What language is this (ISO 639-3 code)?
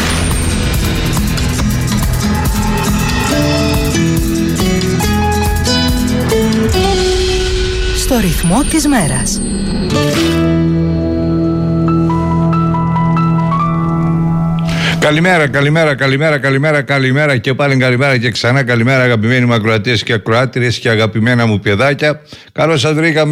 ell